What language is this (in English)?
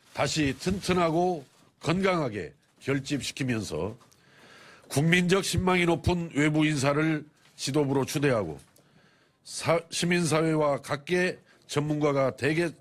Korean